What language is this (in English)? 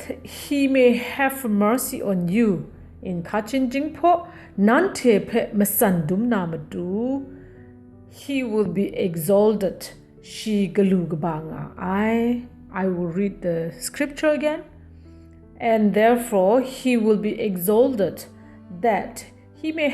Kachin